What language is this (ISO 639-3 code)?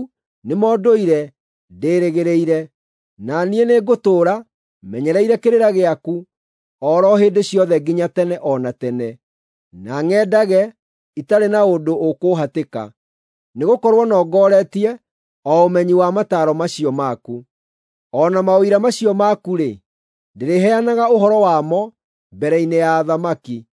kik